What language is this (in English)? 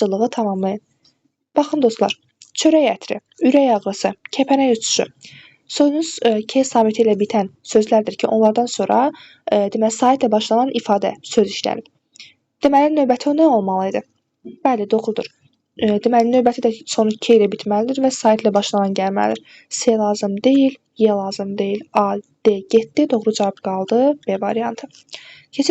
Azerbaijani